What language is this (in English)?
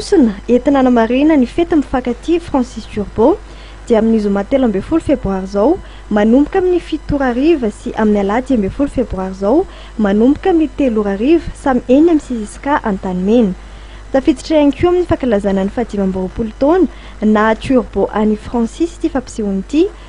Malagasy